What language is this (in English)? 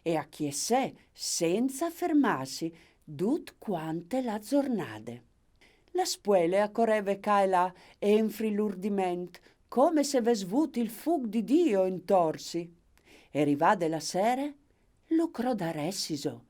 Friulian